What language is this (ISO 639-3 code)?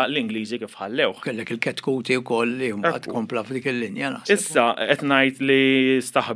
mlt